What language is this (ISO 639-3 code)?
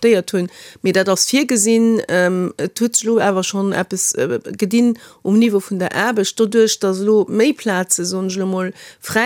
ltz